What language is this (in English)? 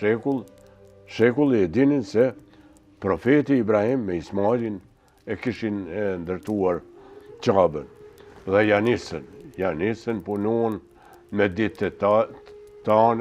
Albanian